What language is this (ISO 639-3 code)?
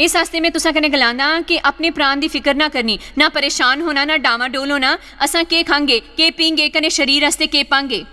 doi